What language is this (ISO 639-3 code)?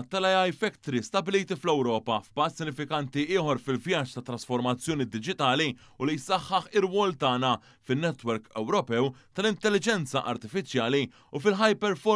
mlt